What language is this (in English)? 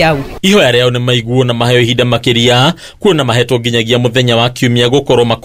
Kikuyu